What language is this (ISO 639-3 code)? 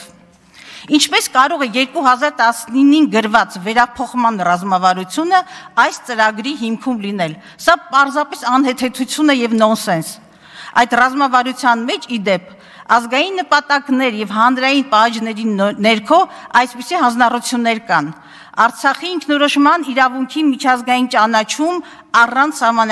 hye